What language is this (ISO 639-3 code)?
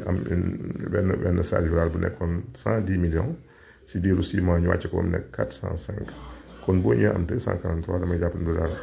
wol